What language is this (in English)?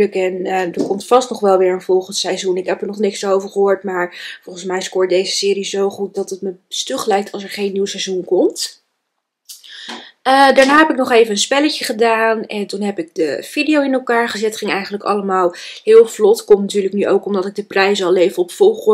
Dutch